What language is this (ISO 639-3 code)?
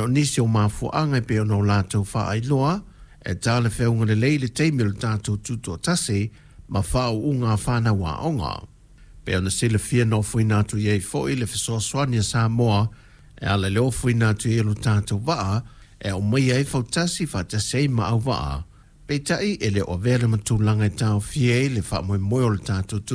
smo